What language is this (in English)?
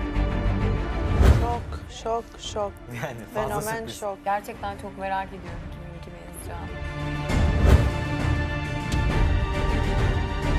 Turkish